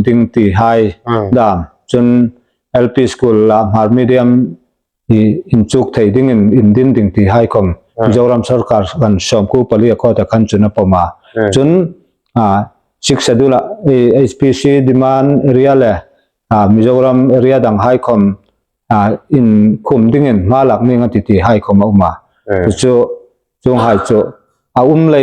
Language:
Hmar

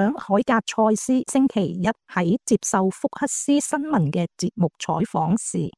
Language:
Cantonese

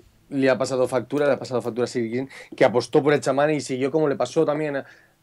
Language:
Spanish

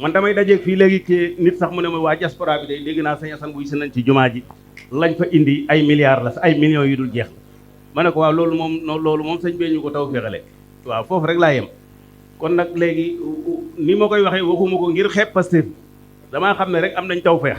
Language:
Wolof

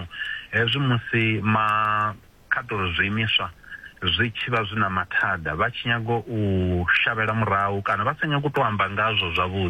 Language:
Venda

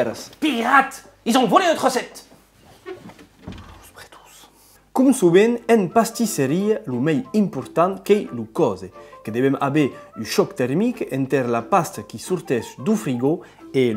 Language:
Occitan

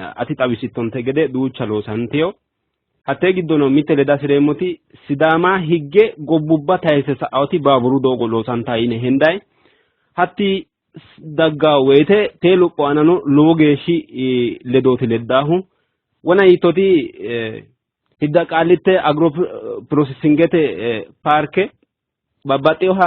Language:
Sidamo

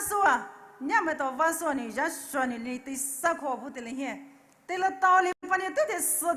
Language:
Poumei Naga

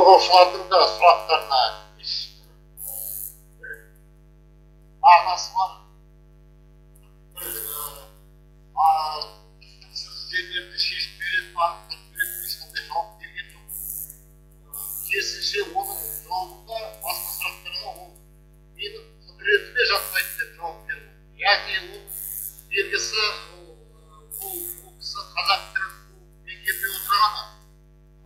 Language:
Kazakh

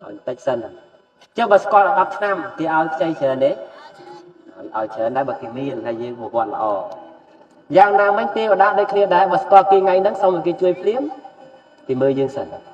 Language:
Khmer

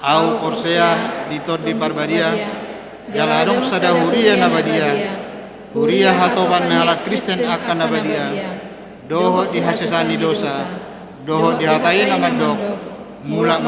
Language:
Batak Toba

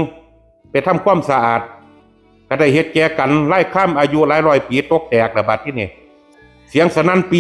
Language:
Northeastern Thai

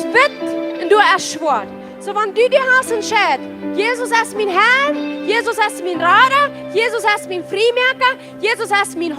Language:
Plautdietsch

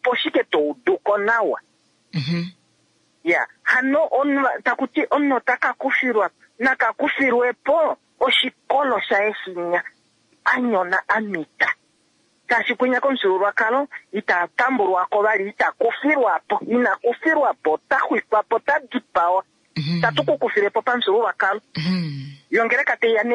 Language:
Kuanyama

